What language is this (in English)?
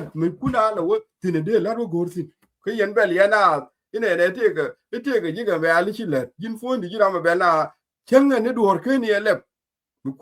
Nuer